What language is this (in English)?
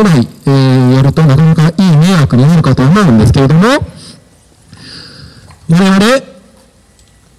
Japanese